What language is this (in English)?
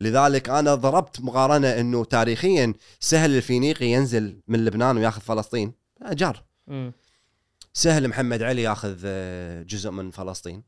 Gulf Arabic